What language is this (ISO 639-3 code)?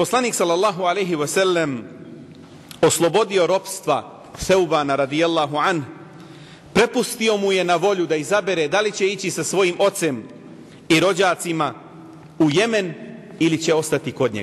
bos